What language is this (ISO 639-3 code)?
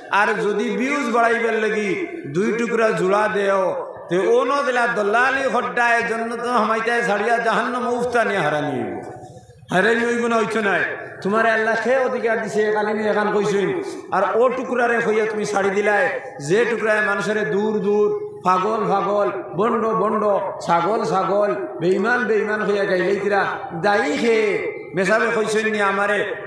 syl